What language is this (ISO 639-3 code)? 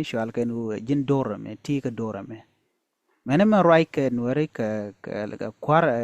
nus